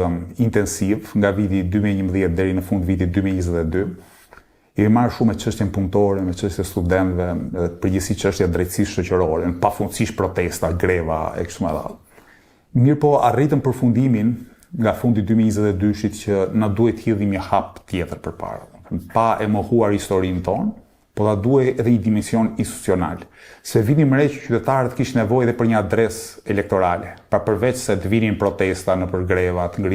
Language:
Albanian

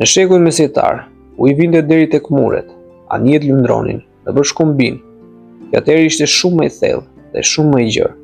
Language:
Albanian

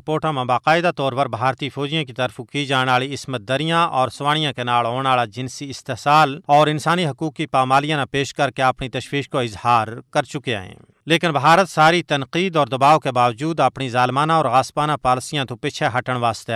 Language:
Gujari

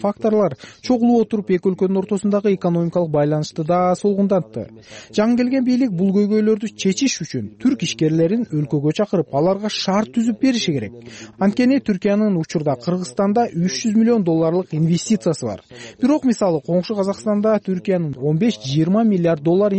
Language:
Kyrgyz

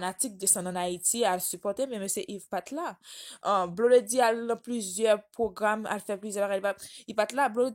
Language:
Haitian Creole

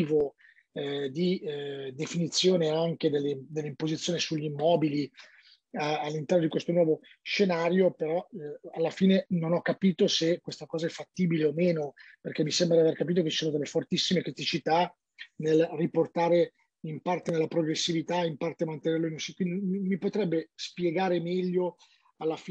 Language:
Italian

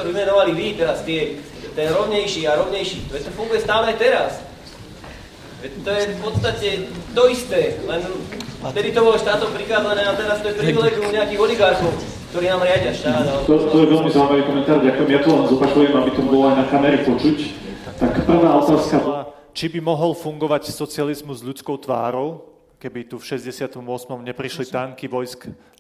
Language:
Slovak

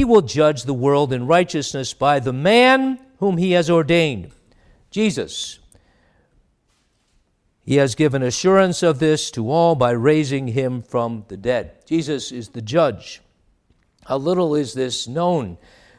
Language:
English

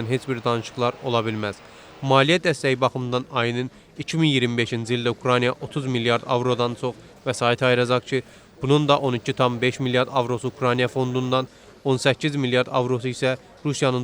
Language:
Azerbaijani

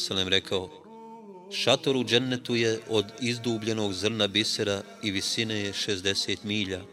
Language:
Bosnian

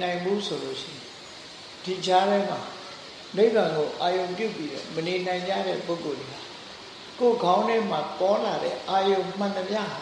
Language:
Burmese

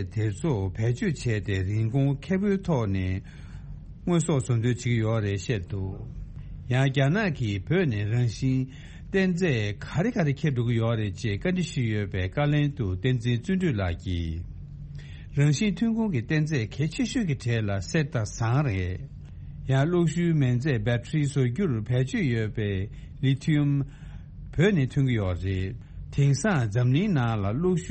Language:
Tibetan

